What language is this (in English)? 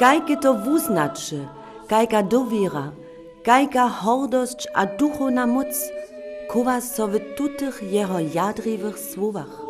Upper Sorbian